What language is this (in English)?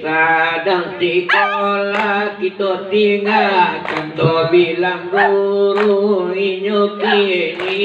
Minangkabau